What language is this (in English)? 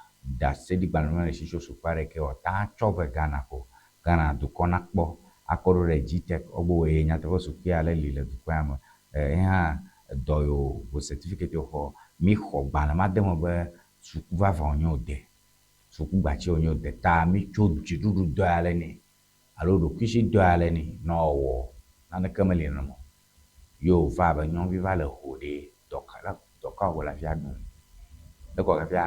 Ewe